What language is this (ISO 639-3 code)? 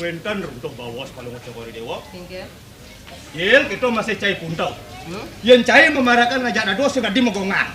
ban